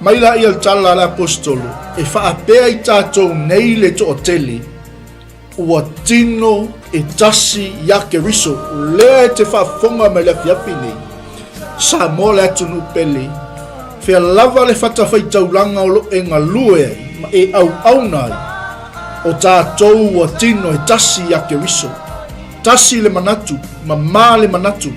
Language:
Samoan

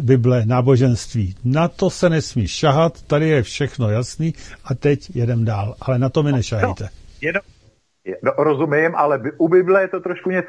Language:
Czech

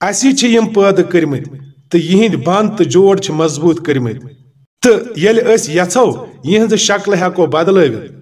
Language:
Kashmiri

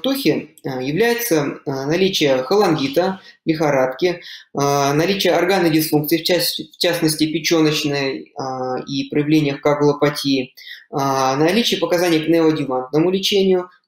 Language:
Russian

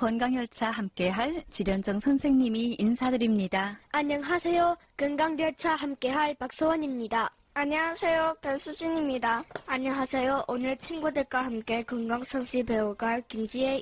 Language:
Korean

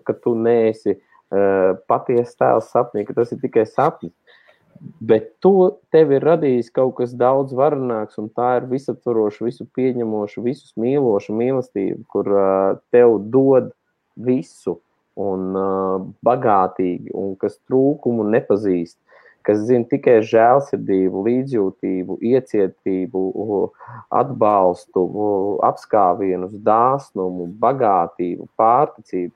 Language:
Latvian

